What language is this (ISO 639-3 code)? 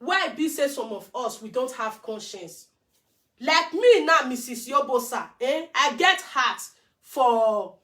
pcm